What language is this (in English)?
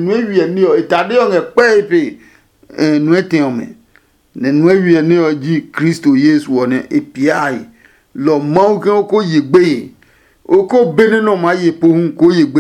Adangme